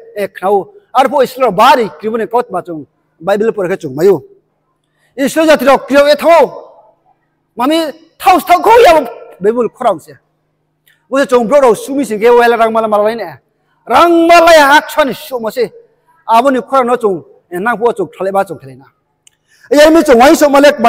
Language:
Riang (India)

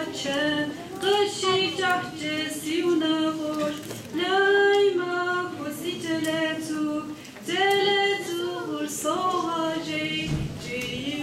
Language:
Kabardian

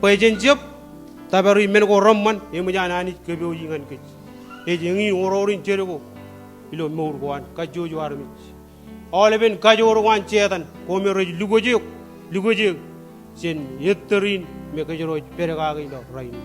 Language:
Marshallese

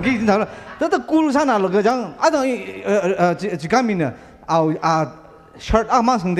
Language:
Tangkhul Naga (India)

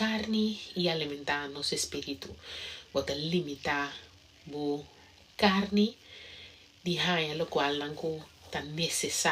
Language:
Papiamento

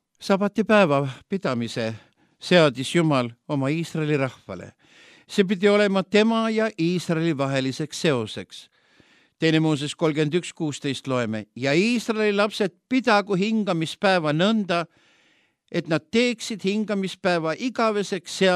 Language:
Estonian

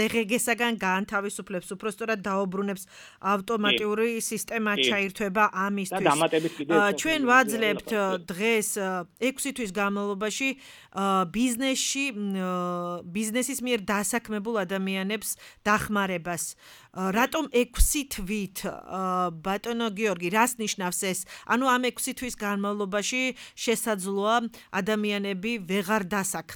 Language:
Georgian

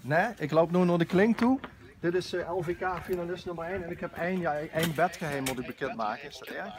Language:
Limburgish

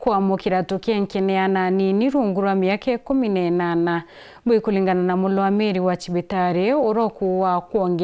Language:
Meru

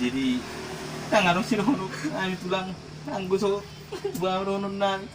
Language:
Batak Toba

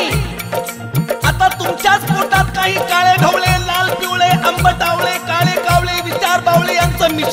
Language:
Marathi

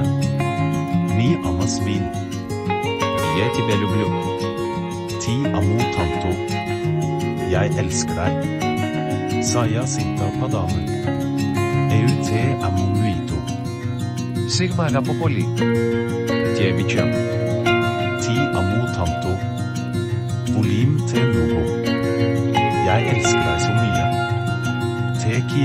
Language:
Norwegian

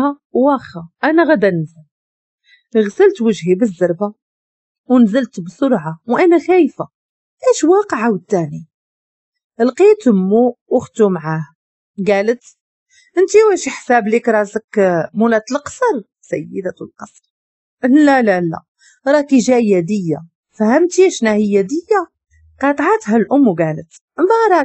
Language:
Moroccan Arabic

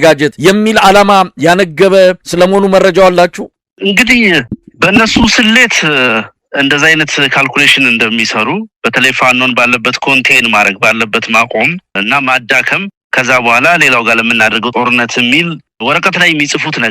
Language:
Amharic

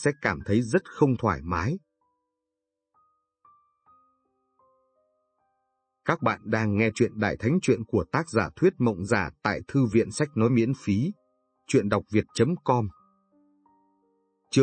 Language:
Vietnamese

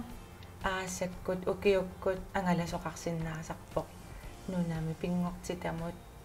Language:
Kalaallisut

